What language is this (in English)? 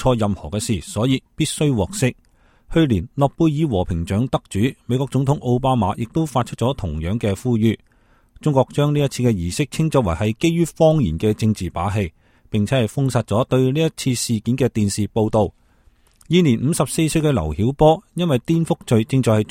Cantonese